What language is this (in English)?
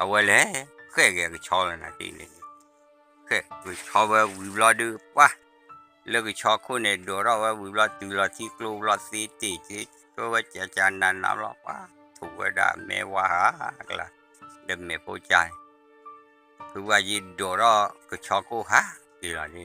S'gaw Karen